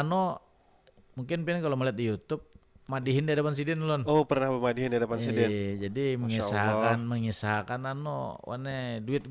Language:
Banjar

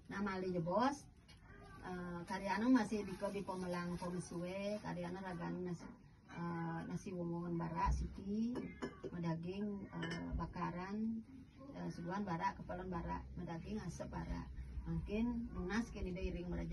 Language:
Balinese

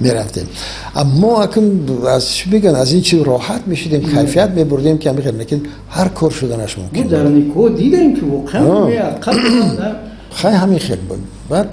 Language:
Tajik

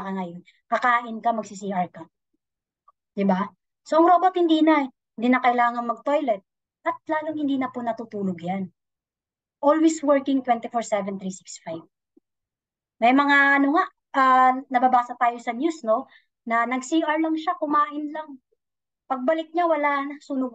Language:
Filipino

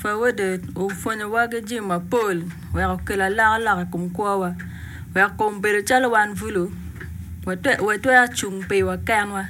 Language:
Acoli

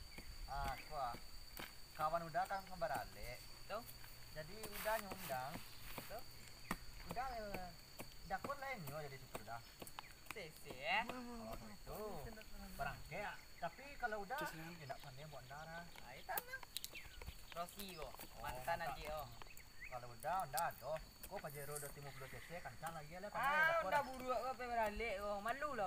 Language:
Minangkabau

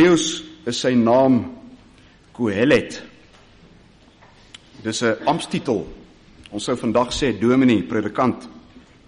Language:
Afrikaans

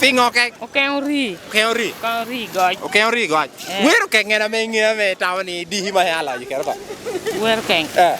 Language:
Lango (Uganda)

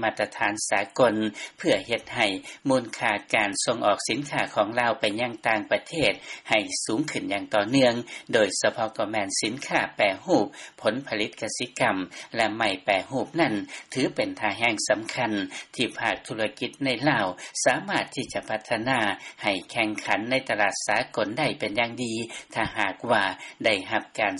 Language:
Lao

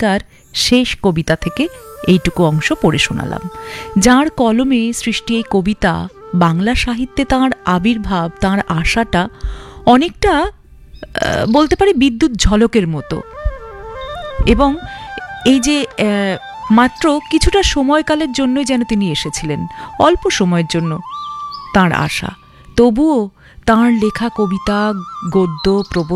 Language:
Bangla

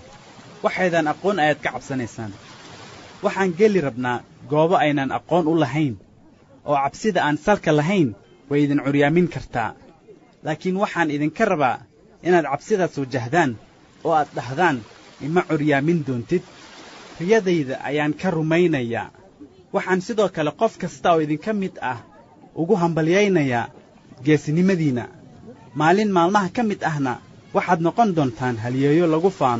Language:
Somali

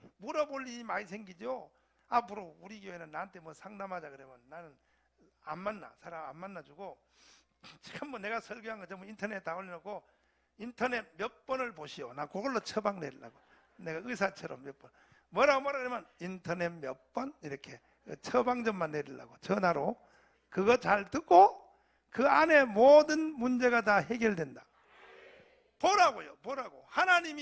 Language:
Korean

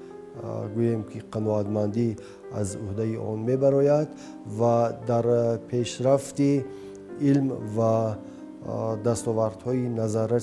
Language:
Tajik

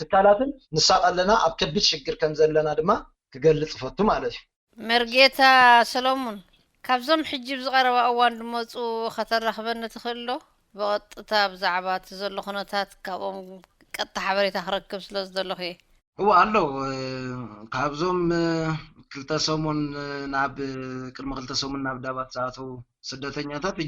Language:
Tigrinya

